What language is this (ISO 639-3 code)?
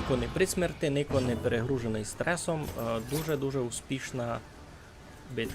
rue